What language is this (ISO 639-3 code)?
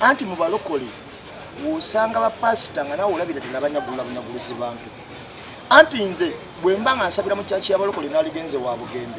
lug